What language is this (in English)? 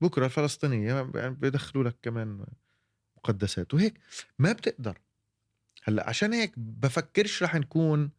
North Levantine Arabic